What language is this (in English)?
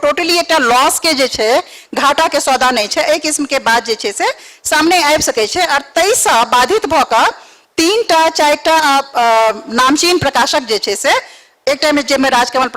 Maithili